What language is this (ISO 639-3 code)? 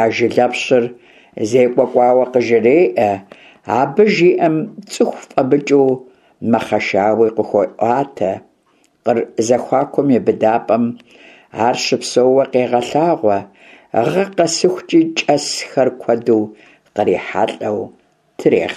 kbd